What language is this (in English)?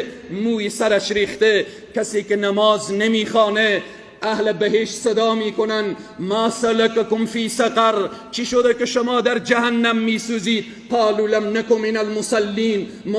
Persian